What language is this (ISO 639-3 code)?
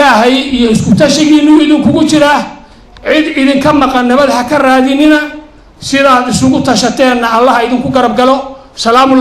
som